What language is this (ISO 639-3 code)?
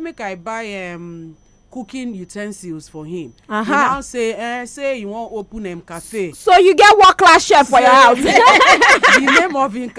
pcm